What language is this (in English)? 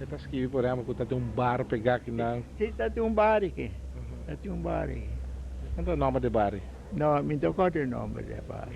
Papiamento